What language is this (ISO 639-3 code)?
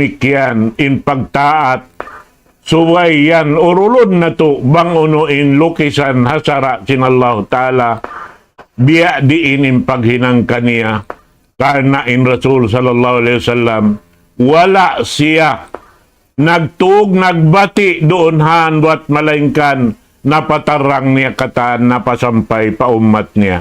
tsg